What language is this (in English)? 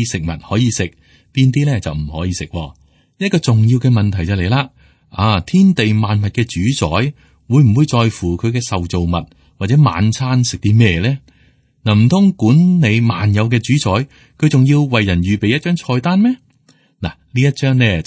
Cantonese